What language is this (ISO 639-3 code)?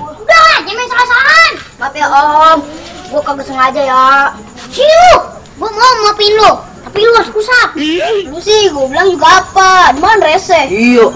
bew